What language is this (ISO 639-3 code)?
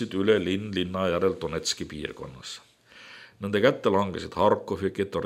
est